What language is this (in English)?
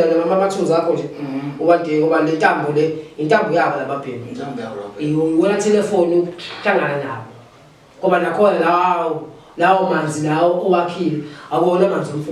Zulu